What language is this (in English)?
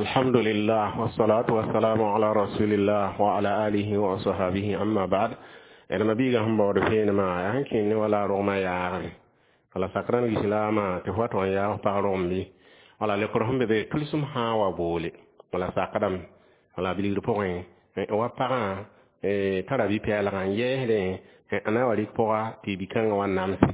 Mossi